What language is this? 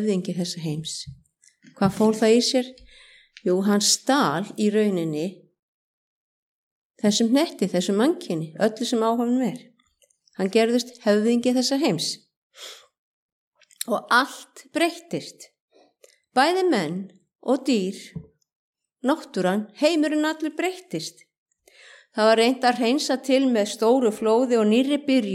Icelandic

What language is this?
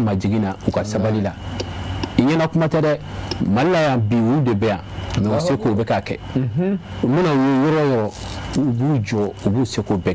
Bambara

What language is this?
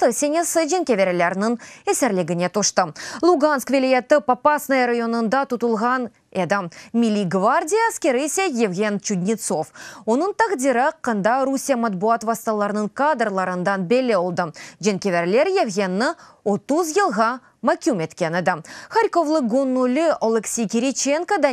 Crimean Tatar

